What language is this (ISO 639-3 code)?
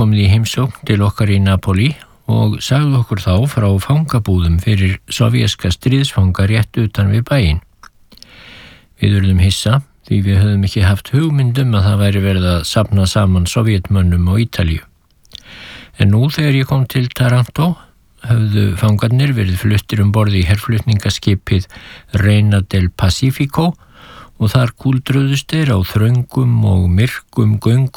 isl